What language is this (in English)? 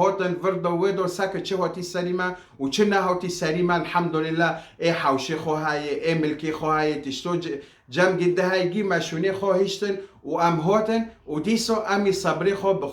Kurdish